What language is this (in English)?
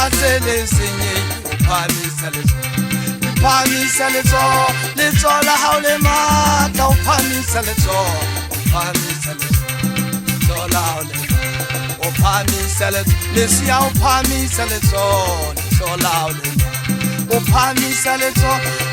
Southern Sotho